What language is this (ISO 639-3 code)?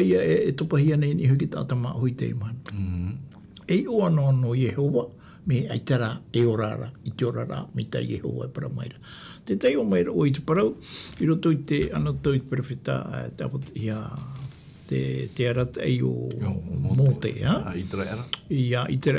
tah